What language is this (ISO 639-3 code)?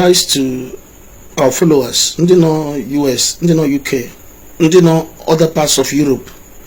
ibo